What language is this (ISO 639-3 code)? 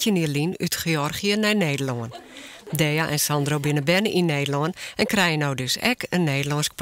fry